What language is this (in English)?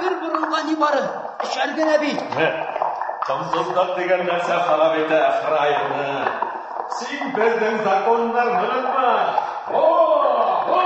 Tatar